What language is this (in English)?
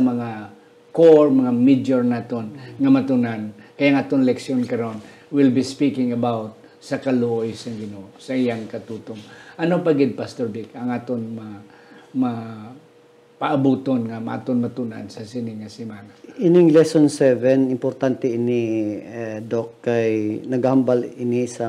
Hiligaynon